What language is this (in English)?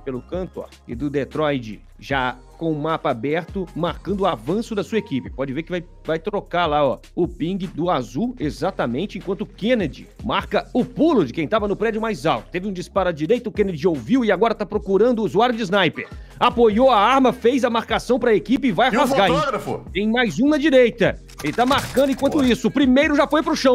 Portuguese